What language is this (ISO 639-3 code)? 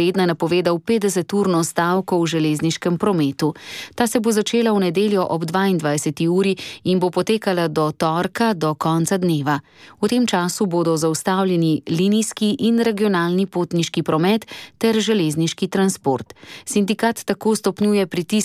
slv